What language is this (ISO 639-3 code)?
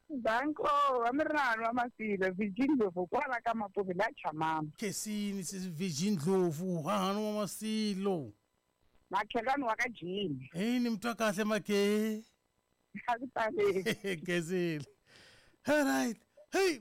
tso